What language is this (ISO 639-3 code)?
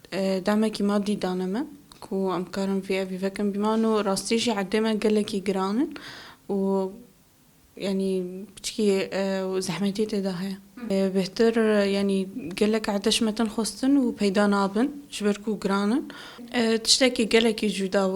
kur